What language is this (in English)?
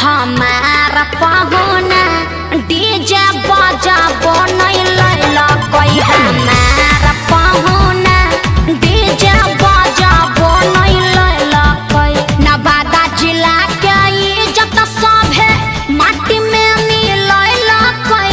Magahi